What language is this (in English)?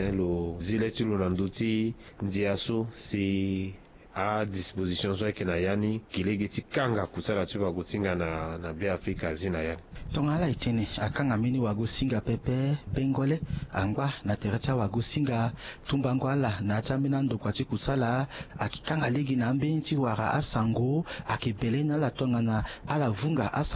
Sango